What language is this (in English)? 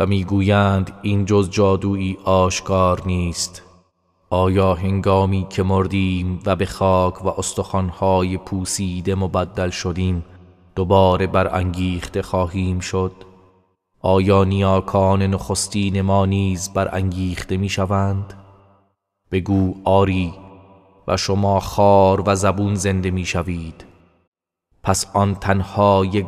Persian